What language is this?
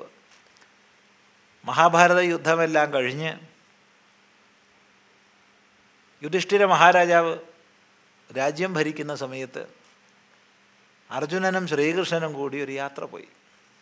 Malayalam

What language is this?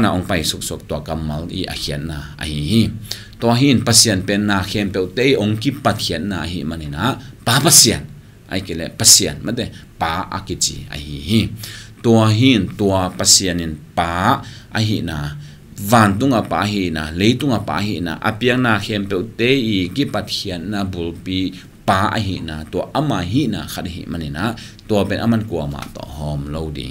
Tedim Chin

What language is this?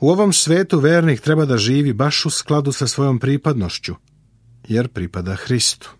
Serbian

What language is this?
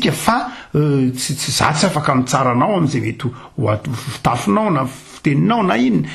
Malagasy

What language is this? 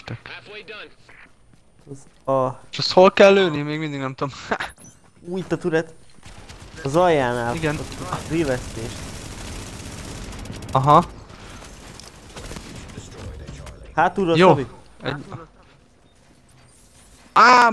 Hungarian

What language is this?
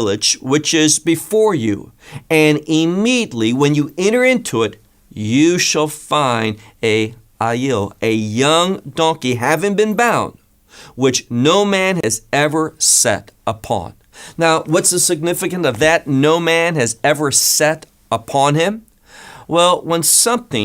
English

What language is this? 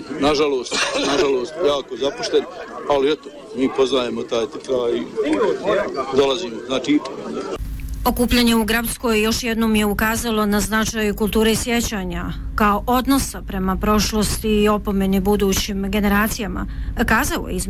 Bosnian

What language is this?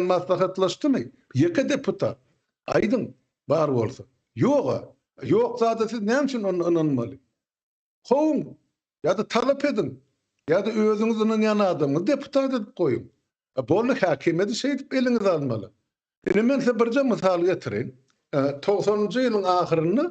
Turkmen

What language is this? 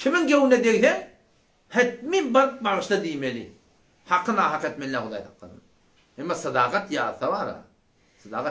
Turkmen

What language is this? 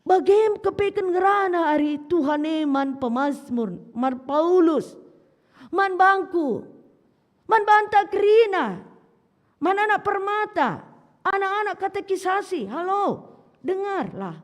Batak Karo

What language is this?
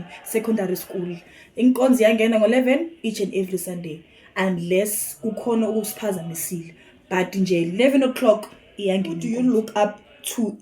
Zulu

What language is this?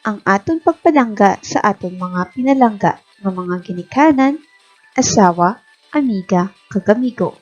Hiligaynon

